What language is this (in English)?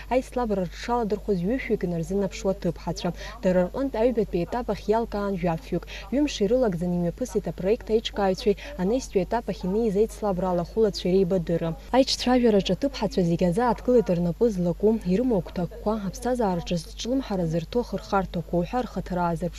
Abkhazian